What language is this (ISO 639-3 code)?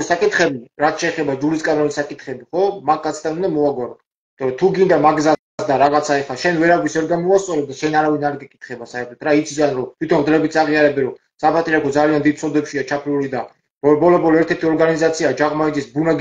kat